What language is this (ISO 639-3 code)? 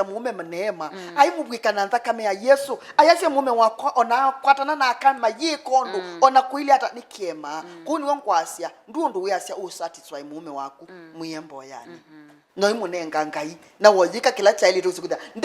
kam